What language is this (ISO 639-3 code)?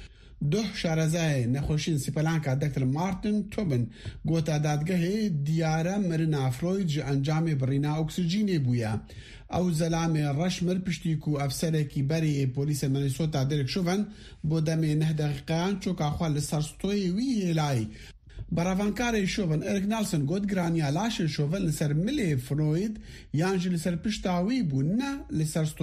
kur